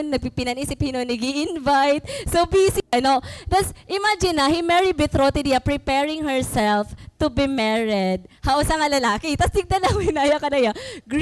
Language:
Waray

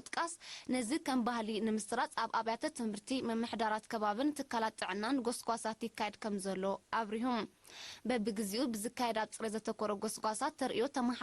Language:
Tigrinya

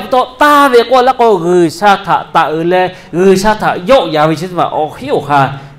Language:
Lahu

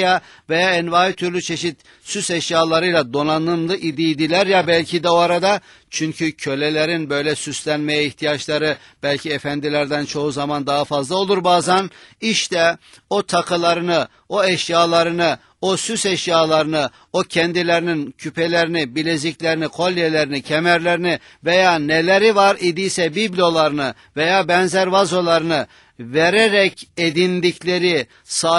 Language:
Turkish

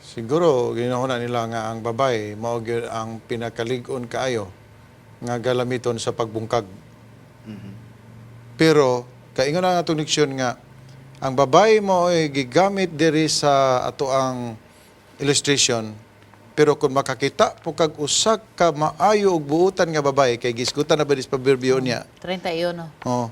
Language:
Cebuano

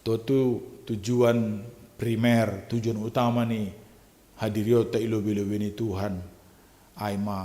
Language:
Batak Simalungun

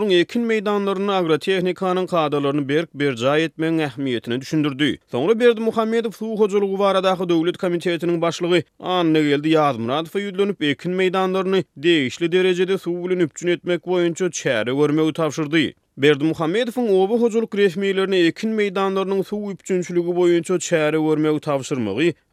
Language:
Turkmen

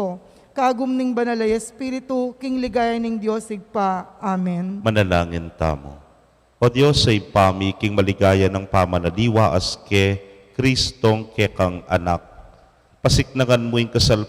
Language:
Pampanga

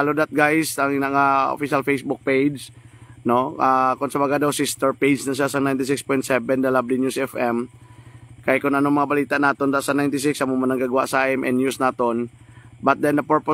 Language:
Hiligaynon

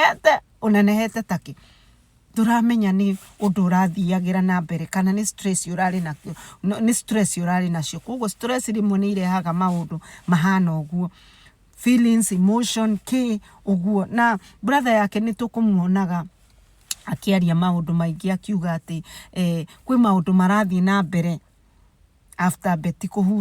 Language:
Kikuyu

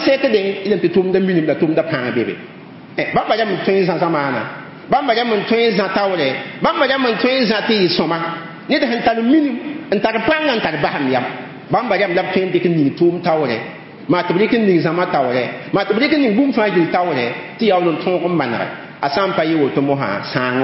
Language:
Mossi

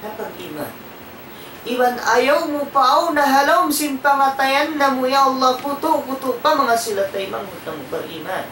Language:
Tausug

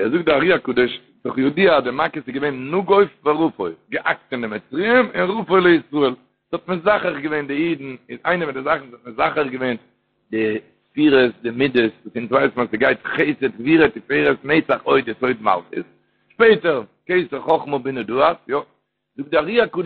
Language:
Yiddish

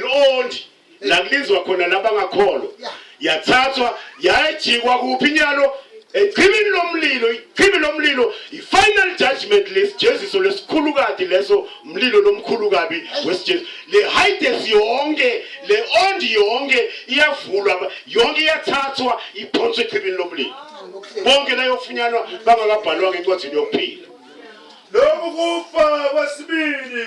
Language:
Zulu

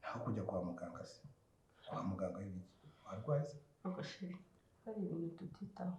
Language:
Kinyarwanda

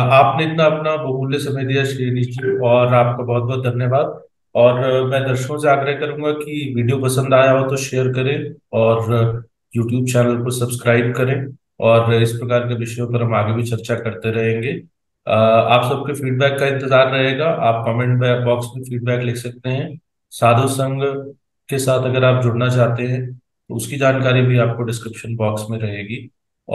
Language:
Hindi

